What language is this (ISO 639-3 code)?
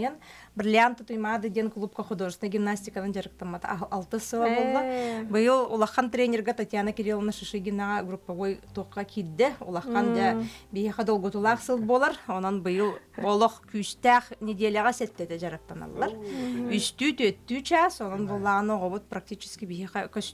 sah